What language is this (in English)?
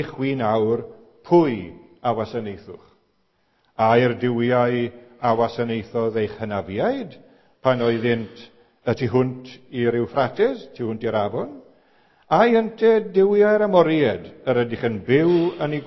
Welsh